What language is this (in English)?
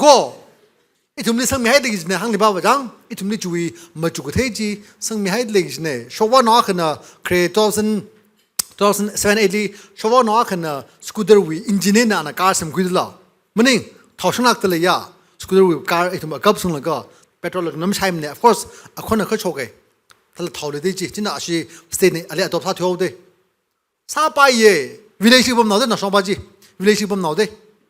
Tangkhul Naga (India)